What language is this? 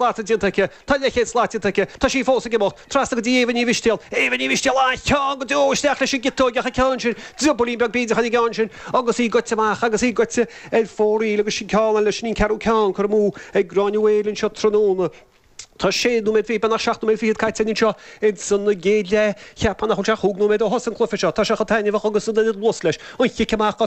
Irish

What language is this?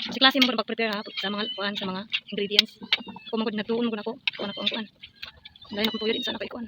Cebuano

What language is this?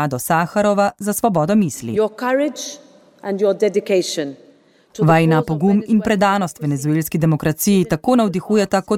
Slovenian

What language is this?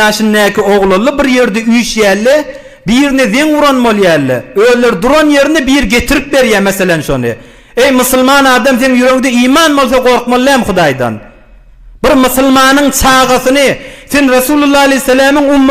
Turkmen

